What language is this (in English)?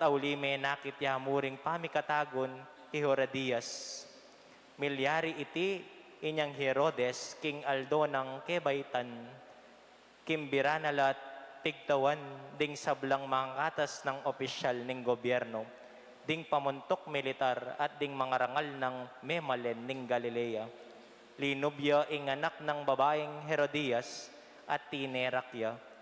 Pampanga